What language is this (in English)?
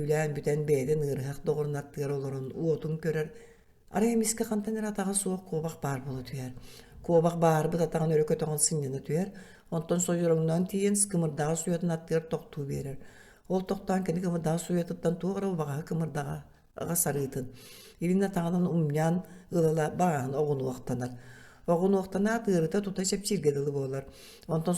Yakut